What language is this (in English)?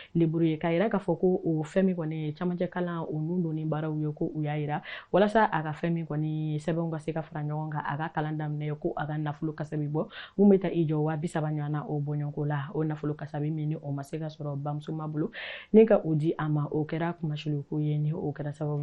Bambara